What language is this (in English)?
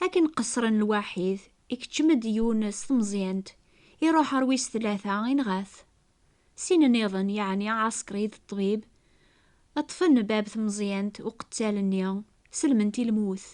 Kabyle